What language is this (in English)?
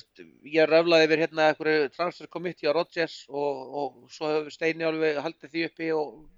Icelandic